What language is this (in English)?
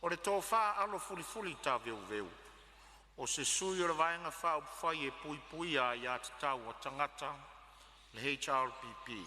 Samoan